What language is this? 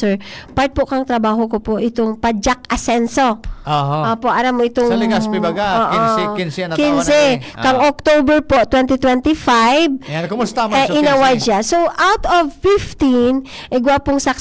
Bikol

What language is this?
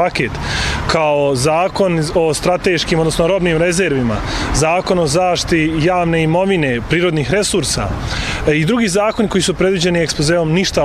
Bosnian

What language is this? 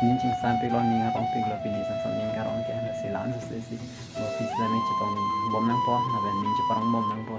Karbi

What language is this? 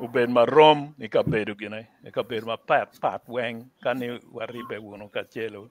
Acoli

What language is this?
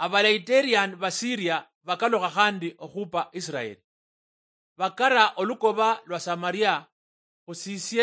Luyia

